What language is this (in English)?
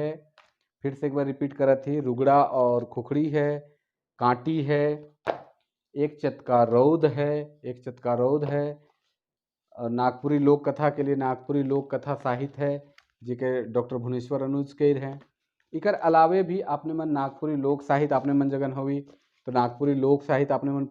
Sadri